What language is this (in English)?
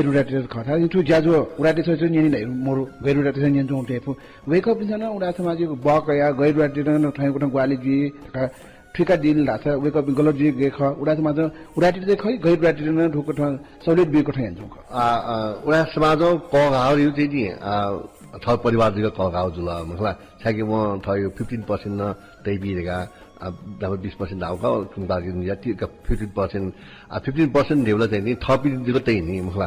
Newari